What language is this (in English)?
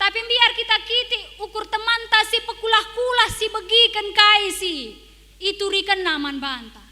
Batak Karo